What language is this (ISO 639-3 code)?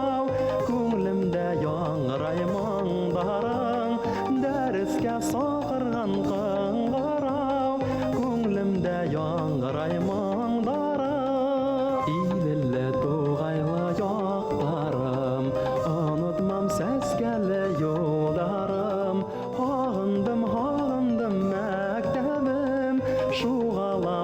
bak